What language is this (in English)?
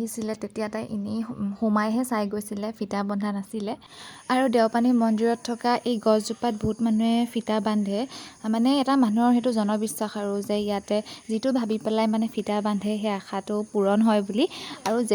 Assamese